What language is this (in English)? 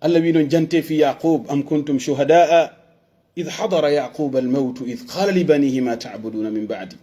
Pular